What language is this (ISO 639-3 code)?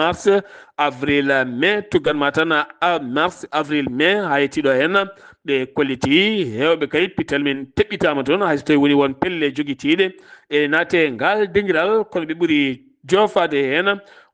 ful